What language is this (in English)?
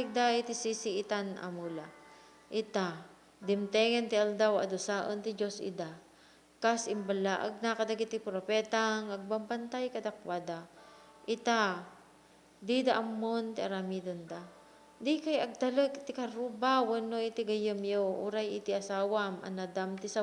Iloko